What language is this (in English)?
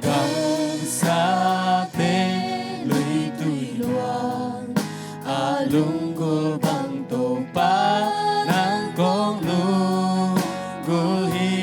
Tedim Chin